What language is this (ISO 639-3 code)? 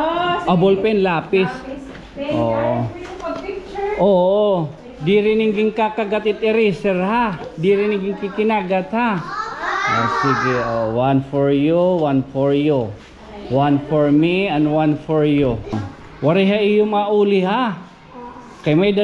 war